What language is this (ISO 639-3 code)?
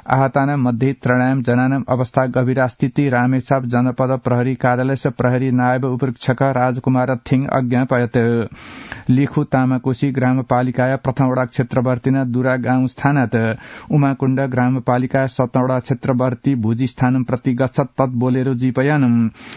san